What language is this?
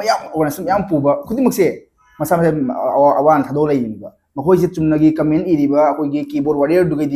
Manipuri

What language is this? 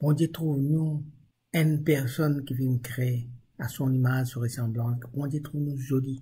Morisyen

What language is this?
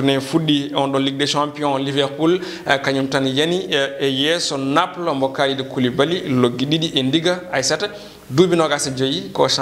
Fula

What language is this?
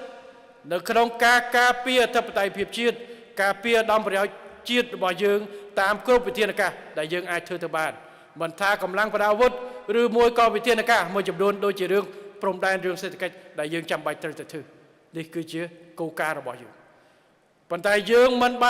Khmer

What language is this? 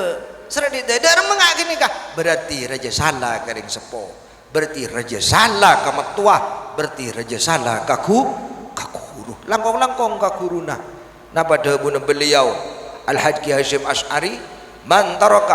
Madurese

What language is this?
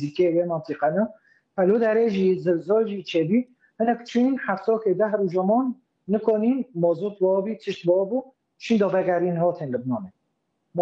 Kurdish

